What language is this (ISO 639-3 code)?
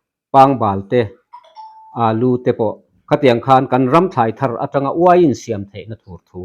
lus